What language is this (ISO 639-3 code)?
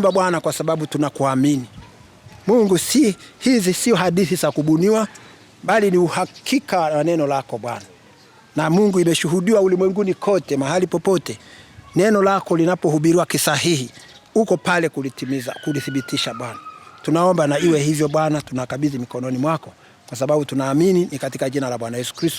swa